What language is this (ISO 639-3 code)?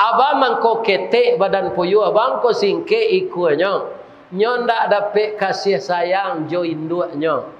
min